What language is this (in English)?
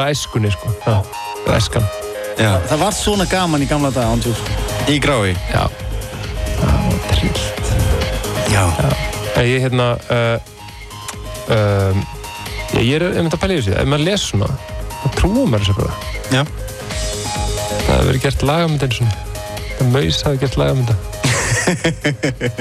Icelandic